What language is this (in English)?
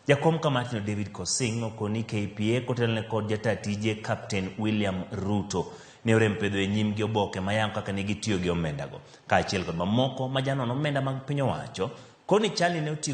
Luo (Kenya and Tanzania)